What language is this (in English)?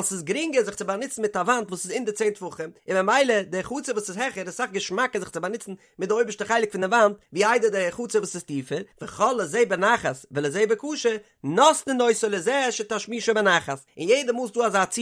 Yiddish